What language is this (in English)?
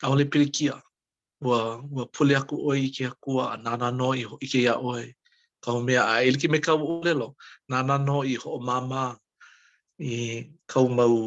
Hawaiian